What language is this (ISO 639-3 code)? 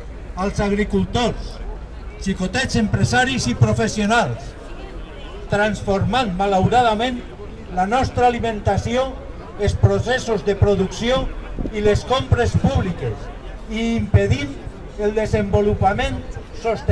cat